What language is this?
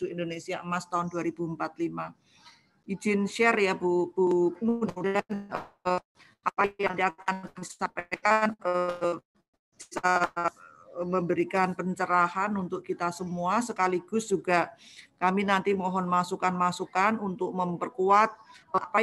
Indonesian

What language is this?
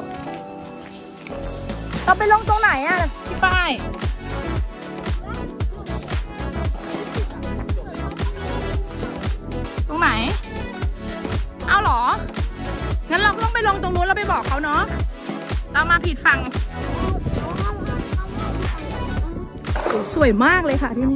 Thai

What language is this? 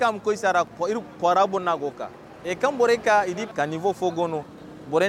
Zarma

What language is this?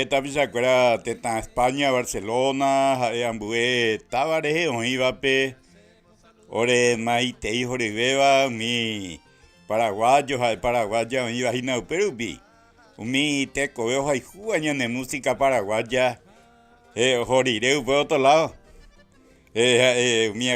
Guarani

